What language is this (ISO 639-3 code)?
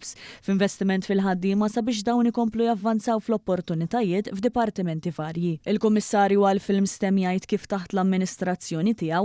mlt